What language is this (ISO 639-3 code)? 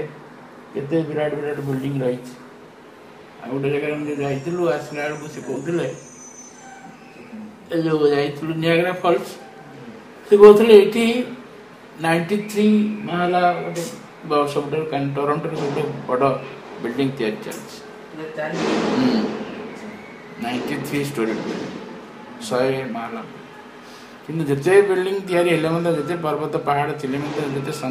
ori